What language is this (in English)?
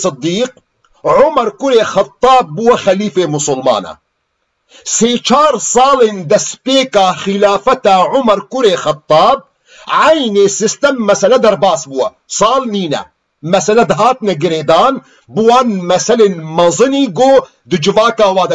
Kurdish